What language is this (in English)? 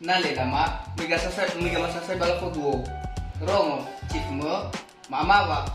Nias